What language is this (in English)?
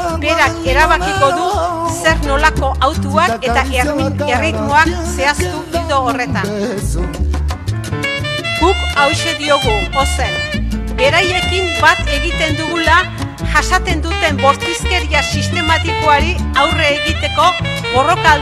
Basque